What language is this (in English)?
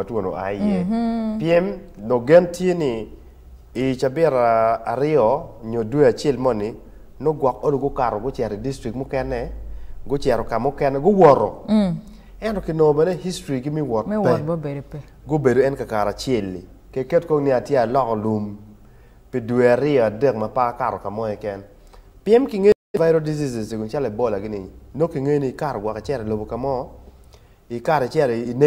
Acoli